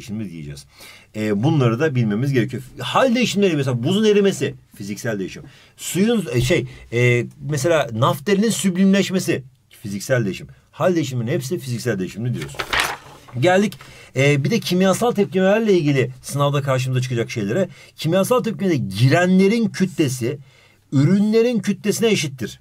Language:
Turkish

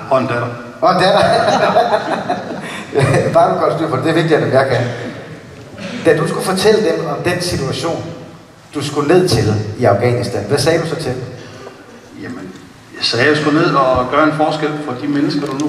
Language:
Danish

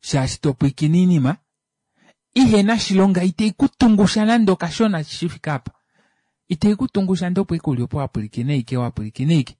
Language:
Kuanyama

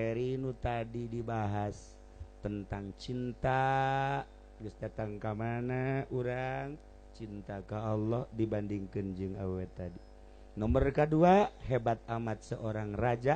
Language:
Sundanese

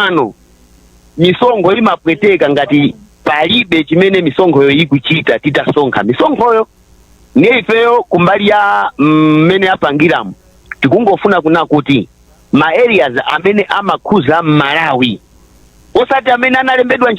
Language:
Nyanja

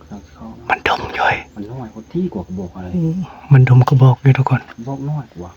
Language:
Northeastern Thai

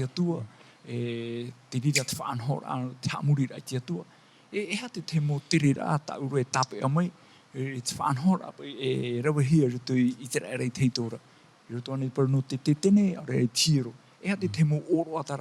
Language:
Tahitian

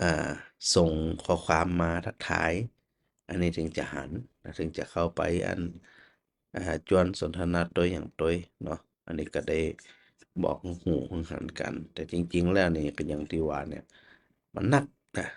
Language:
Northern Thai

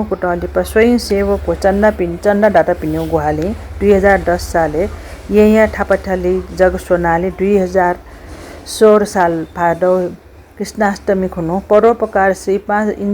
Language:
Newari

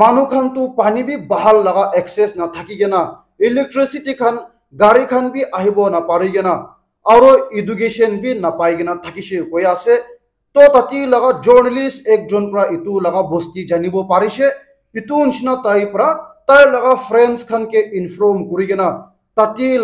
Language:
Naga Pidgin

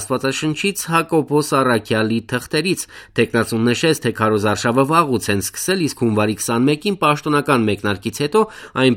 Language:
Armenian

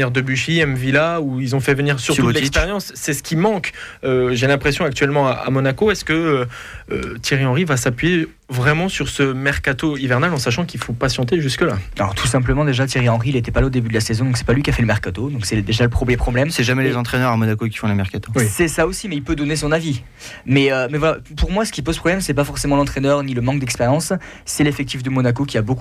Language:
French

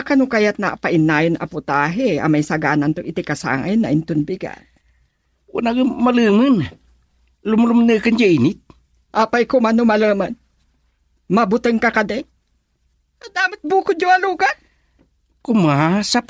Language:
Iloko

